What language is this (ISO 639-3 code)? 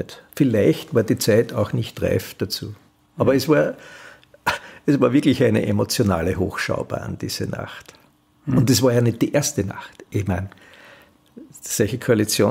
deu